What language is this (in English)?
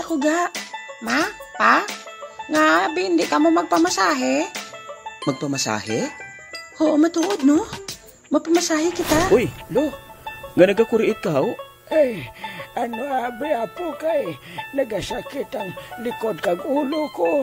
Hiligaynon